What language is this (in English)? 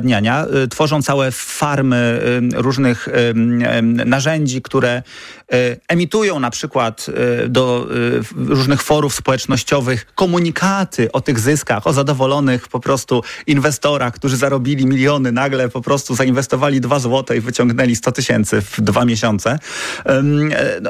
Polish